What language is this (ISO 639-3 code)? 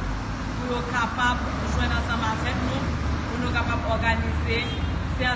hat